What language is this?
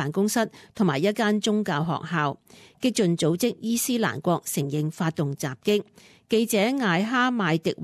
Cantonese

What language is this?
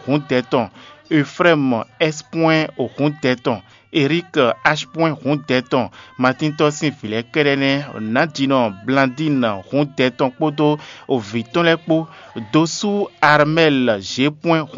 Fon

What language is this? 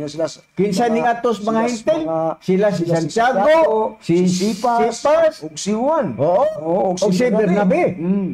Cebuano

